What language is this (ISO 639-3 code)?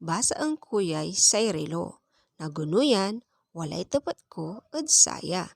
pag